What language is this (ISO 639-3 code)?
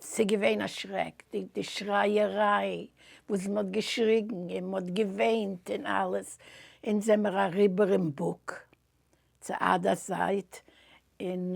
yid